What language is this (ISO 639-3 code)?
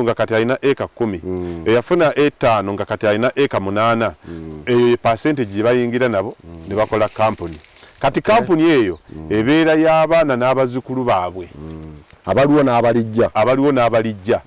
lug